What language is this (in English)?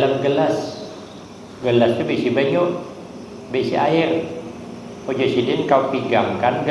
Banjar